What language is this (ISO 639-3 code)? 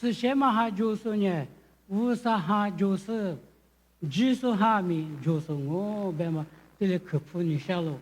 lis